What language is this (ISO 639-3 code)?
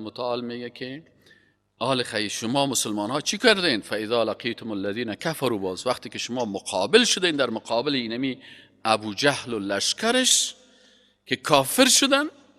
fas